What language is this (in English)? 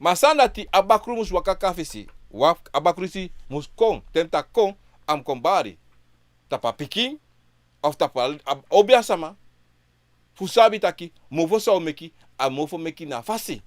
Sranan Tongo